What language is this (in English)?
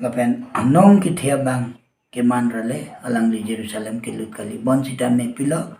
Karbi